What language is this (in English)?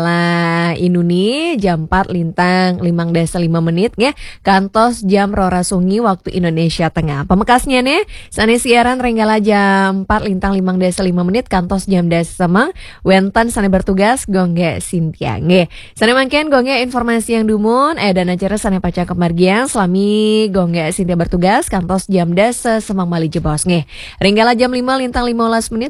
Balinese